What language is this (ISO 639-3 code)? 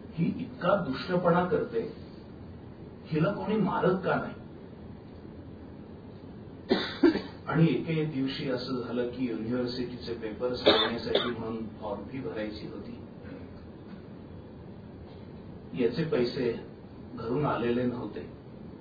mar